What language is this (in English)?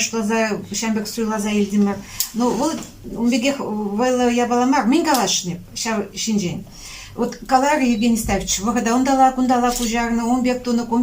Chuvash